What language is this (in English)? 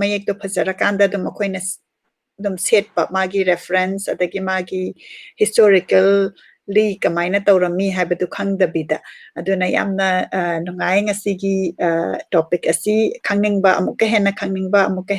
Manipuri